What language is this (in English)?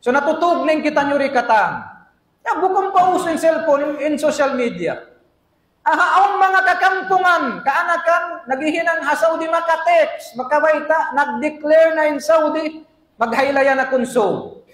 Tausug